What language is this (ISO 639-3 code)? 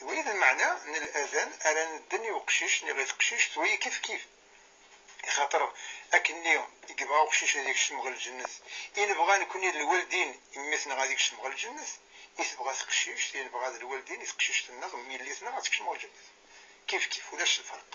kab